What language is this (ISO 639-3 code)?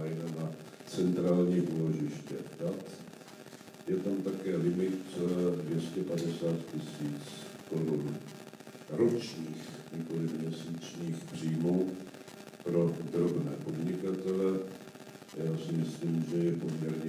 ces